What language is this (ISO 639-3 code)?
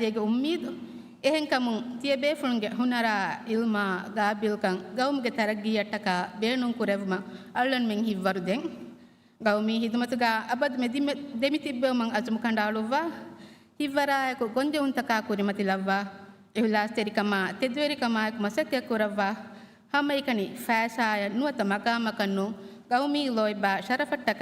div